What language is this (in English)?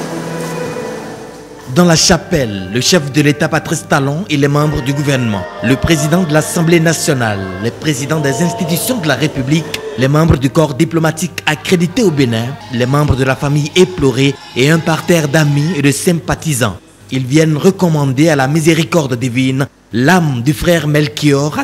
French